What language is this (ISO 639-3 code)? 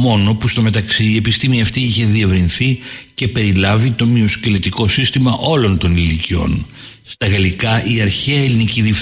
ell